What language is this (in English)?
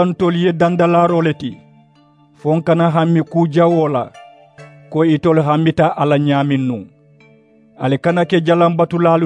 Mandingo